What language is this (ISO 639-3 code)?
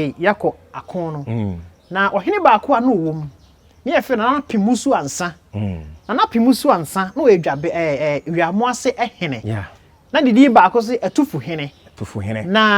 aka